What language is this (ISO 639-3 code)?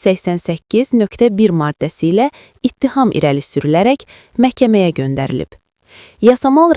aze